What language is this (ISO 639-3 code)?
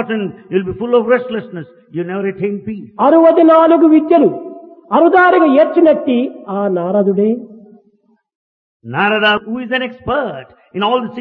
tel